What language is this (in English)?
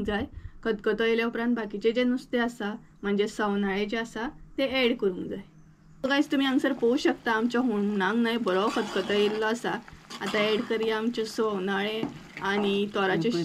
Konkani